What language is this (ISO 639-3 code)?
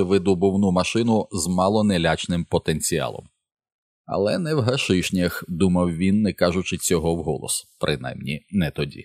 ukr